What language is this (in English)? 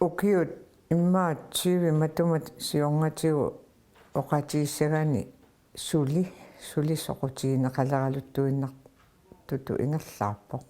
Kalaallisut